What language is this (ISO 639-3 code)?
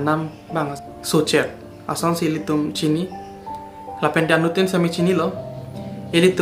mjw